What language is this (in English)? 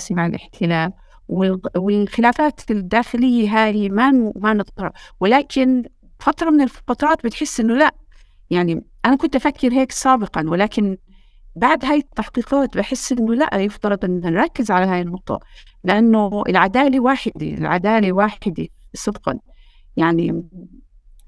North Levantine Arabic